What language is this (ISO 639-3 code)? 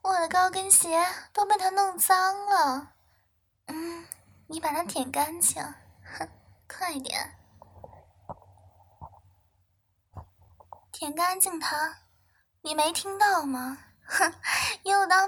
zho